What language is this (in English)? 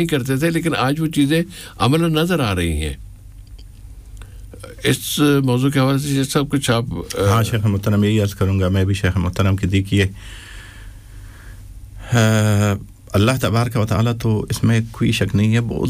Urdu